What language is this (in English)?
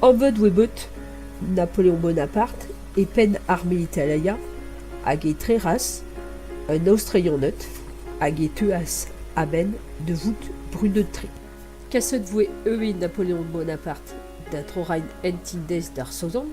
Breton